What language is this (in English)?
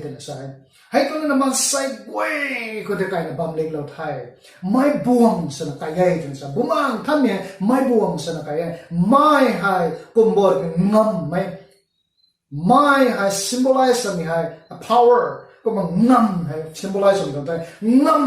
Rongmei Naga